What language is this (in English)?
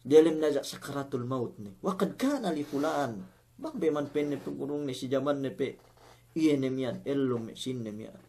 Yakan